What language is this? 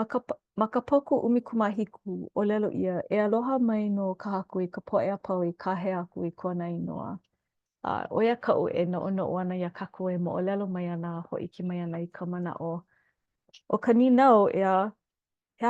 Hawaiian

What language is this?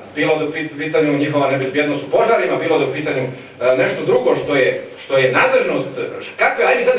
Serbian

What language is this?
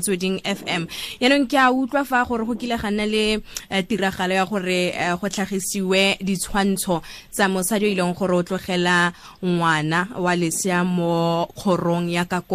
Tswana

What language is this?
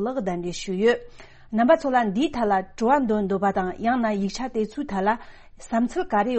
Tibetan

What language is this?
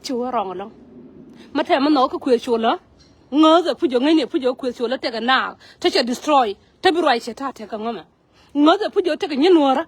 Nuer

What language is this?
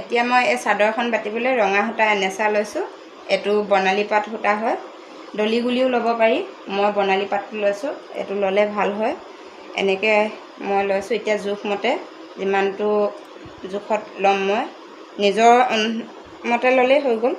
Assamese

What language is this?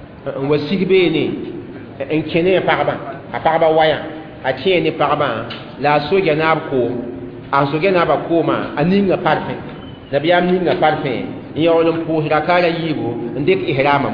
Mossi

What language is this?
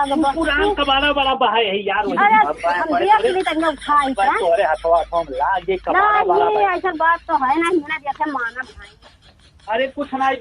Awadhi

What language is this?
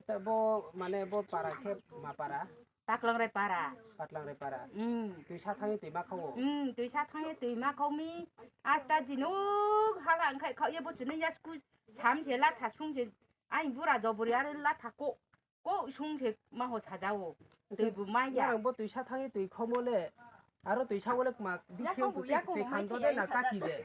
Riang (India)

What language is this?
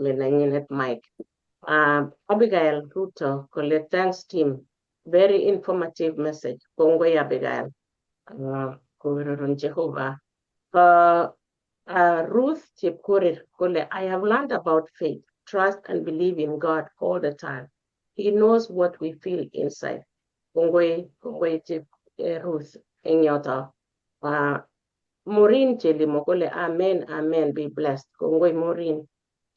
Kalenjin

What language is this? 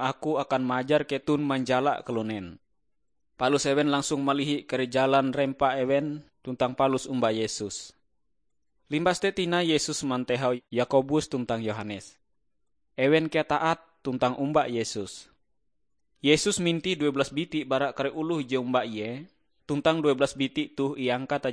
Ngaju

